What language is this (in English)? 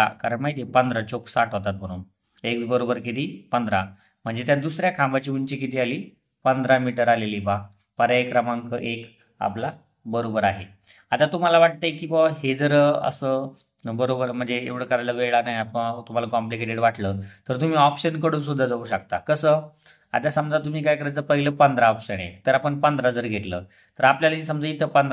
Marathi